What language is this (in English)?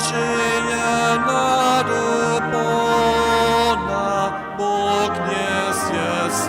Upper Sorbian